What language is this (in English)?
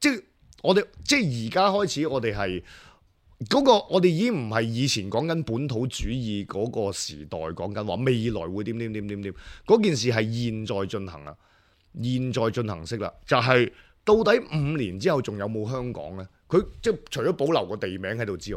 Cantonese